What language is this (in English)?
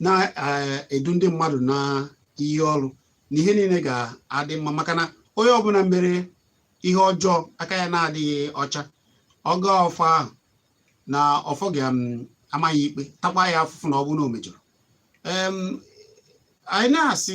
Igbo